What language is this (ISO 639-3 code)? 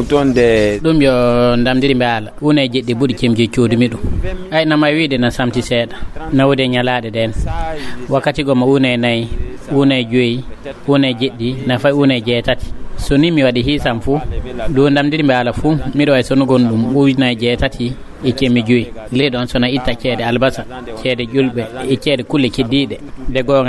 ful